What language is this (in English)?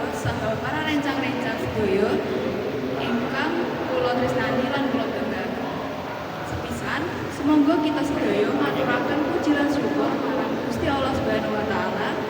Javanese